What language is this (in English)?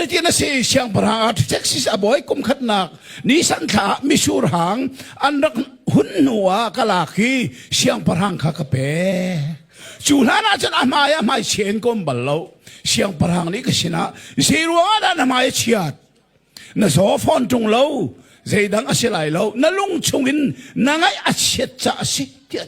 Hakha Chin